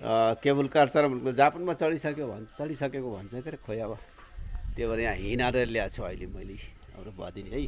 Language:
Nepali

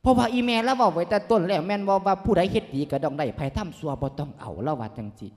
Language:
Lao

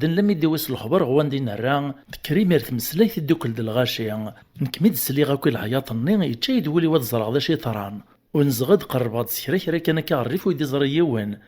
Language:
Kabyle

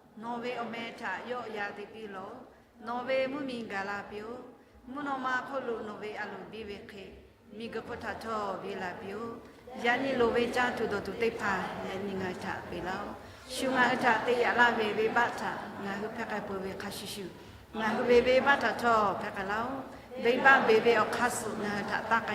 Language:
Lahu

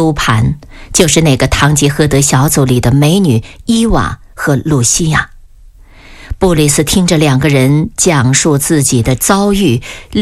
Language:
Chinese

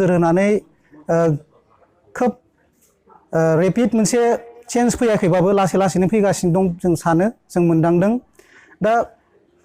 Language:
Bodo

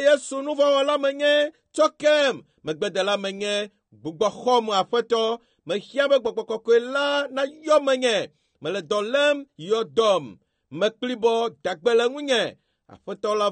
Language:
Ewe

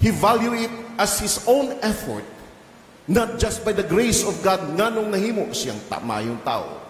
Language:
Cebuano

